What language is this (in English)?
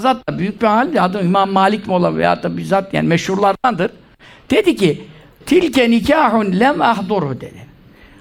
Turkish